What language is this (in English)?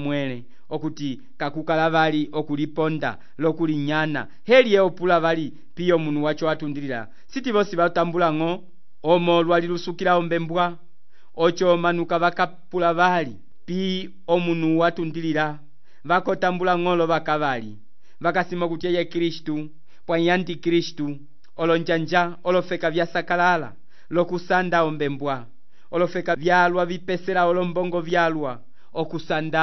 Umbundu